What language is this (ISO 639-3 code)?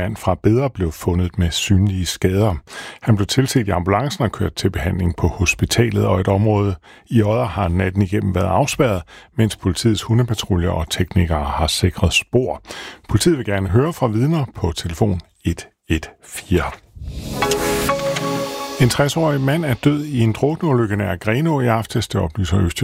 dan